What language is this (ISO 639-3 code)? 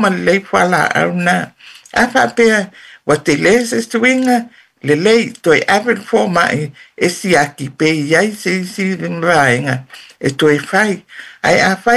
smo